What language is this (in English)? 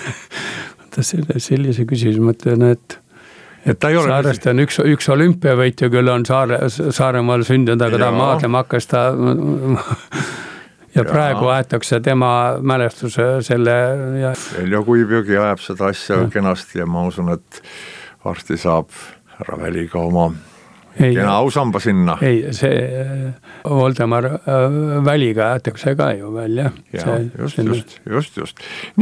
Estonian